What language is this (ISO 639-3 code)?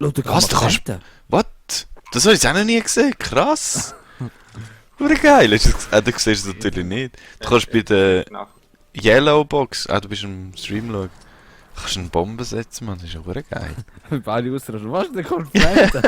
gsw